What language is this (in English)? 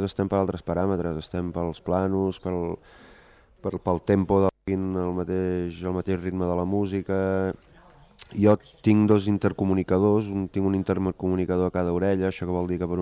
Catalan